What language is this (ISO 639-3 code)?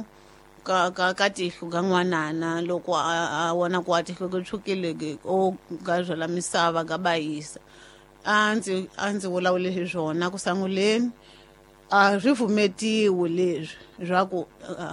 tso